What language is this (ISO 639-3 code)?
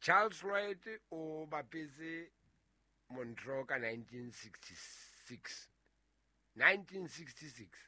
sot